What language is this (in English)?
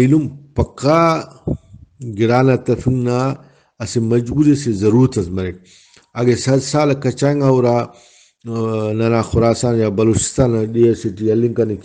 Brahui